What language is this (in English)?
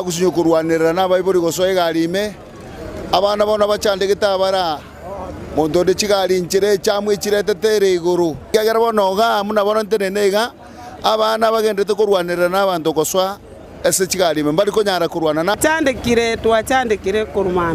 Gusii